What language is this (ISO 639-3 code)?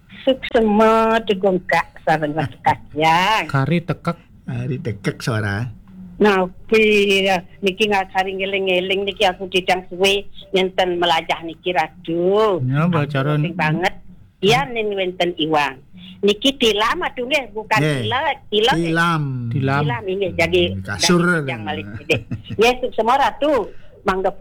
ban